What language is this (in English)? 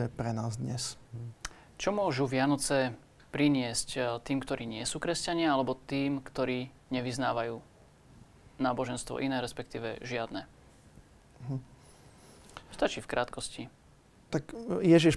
Slovak